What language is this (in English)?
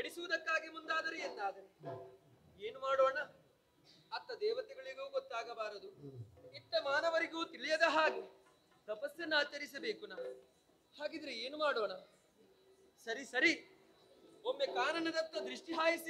Kannada